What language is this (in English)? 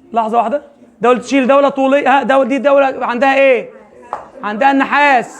Egyptian Arabic